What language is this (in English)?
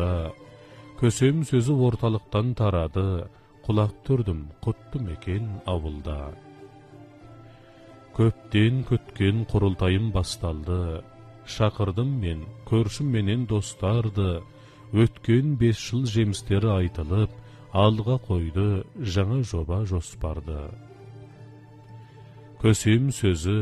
Kazakh